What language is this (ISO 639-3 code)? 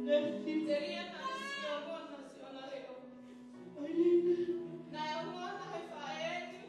ton